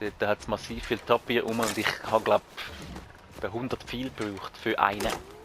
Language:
Swiss German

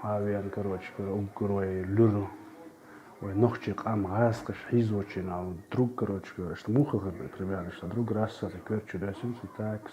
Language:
Chechen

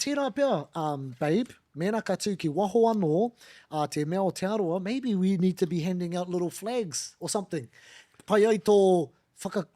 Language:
Māori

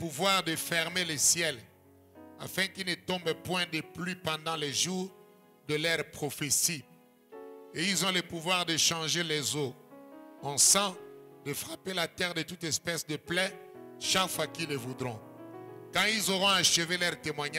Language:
French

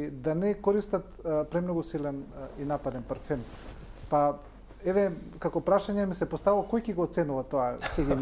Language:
Macedonian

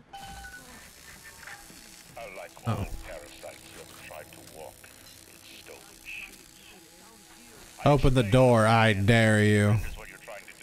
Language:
English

